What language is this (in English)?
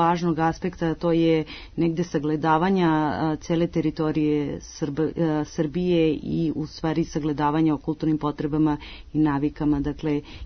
Serbian